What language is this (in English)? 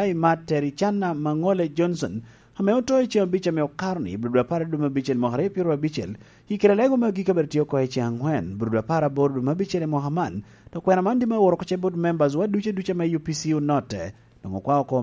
Lango (Uganda)